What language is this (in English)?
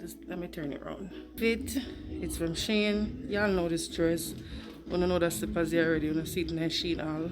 Jamaican Creole English